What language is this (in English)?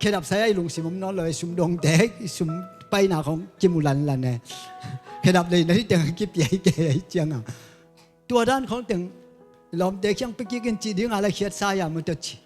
Tedim Chin